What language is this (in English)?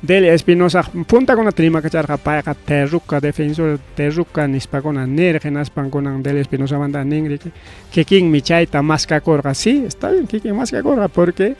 Ayacucho Quechua